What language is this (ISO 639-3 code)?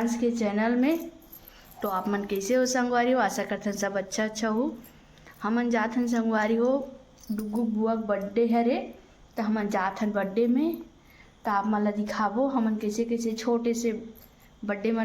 hne